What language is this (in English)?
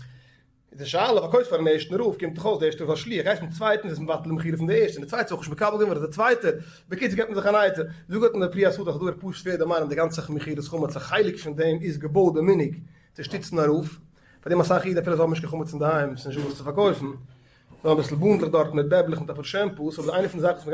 Yiddish